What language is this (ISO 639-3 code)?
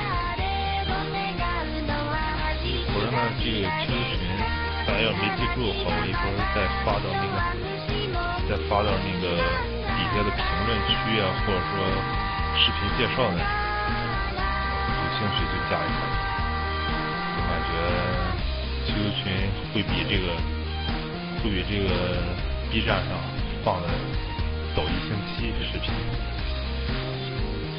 zho